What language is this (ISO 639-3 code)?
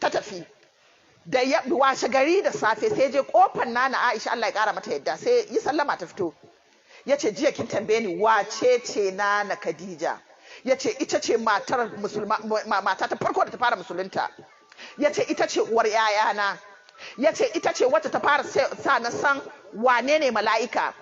hau